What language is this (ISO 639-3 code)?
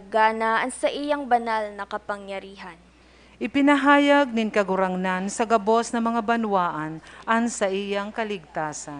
bik